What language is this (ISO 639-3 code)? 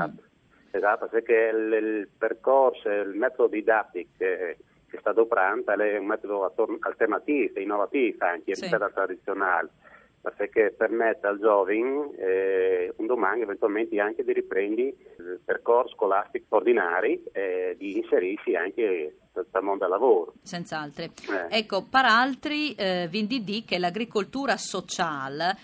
fur